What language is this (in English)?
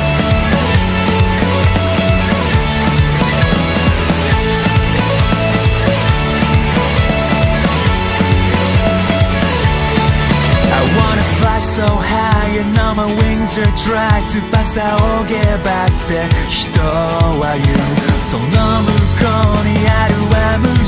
Japanese